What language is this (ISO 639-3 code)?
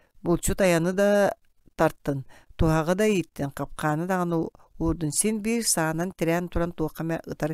sah